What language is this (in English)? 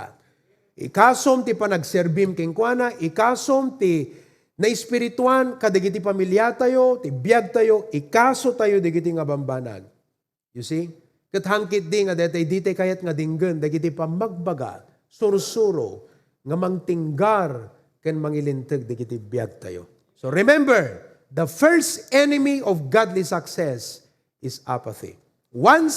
Iloko